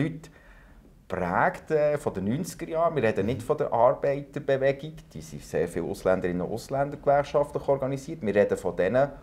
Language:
German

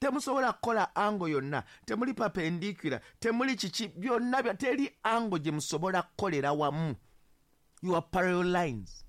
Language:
Ganda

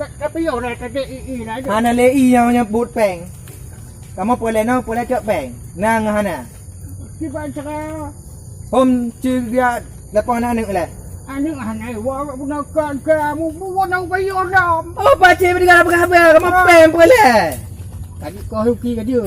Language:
Achinese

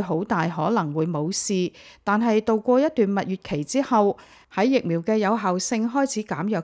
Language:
Cantonese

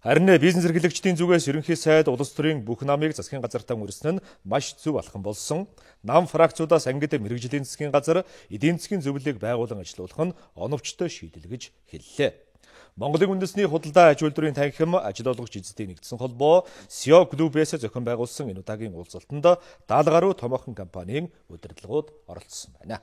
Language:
Mongolian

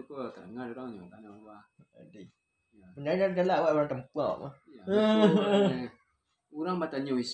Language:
Minangkabau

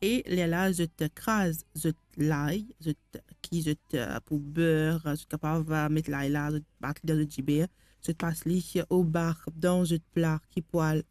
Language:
Morisyen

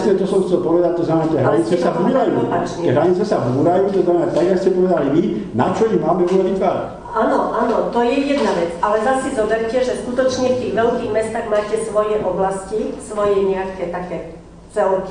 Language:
Slovak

